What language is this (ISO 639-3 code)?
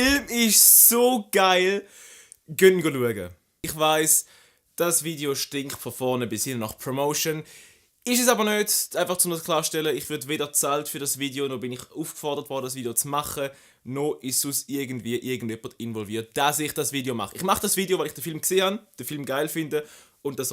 gsw